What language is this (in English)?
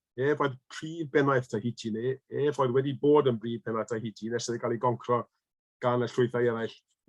Welsh